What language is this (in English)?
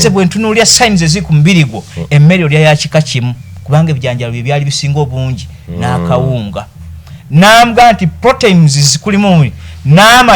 Ganda